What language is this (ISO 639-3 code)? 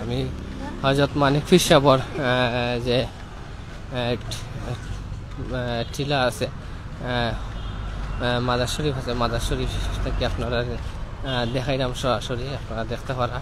syl